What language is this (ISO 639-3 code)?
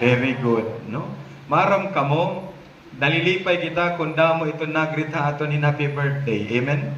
war